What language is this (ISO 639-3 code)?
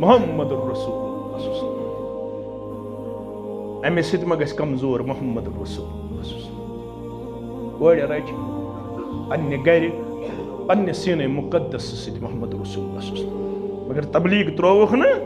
kas